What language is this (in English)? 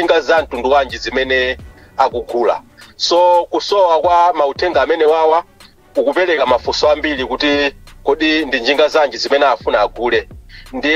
Nyanja